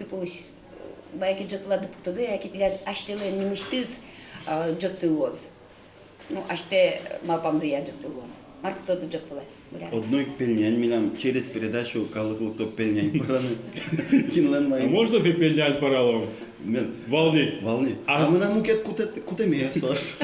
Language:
Udmurt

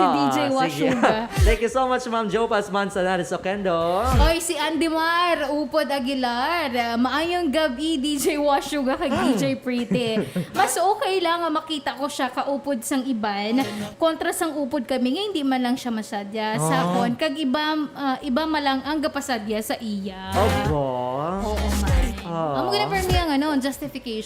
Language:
Hiligaynon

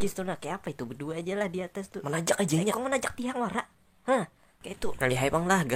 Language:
Banjar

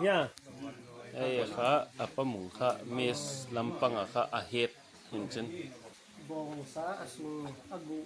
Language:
Paite Chin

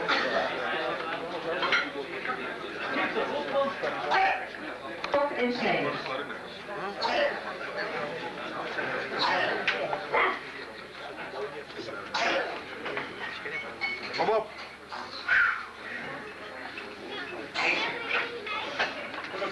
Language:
Dutch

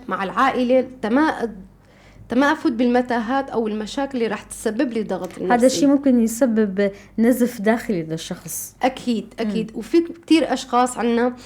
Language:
North Levantine Arabic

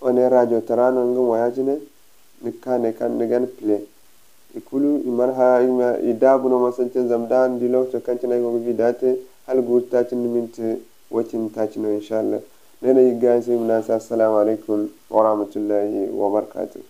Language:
Zarma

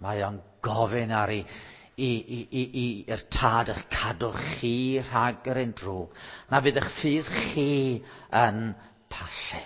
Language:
Welsh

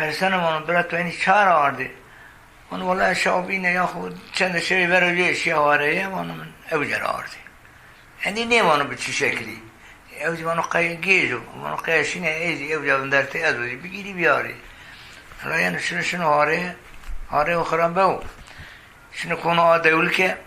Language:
Zaza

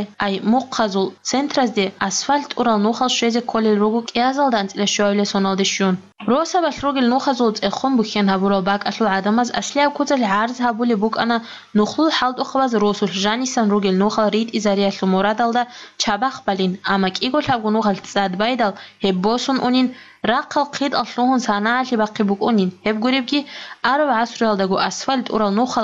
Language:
Avaric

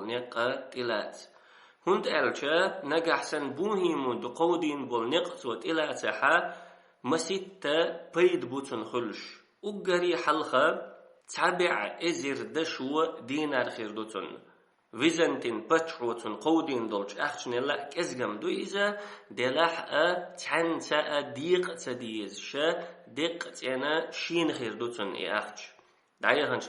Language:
Chechen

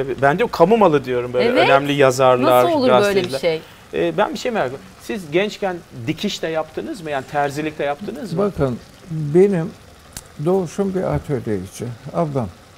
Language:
Turkish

